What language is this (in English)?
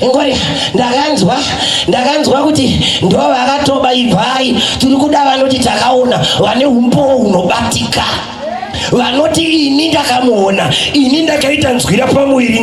Shona